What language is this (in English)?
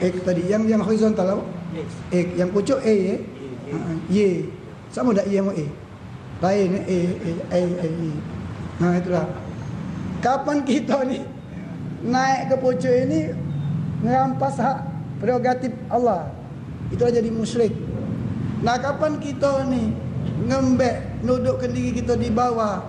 Musi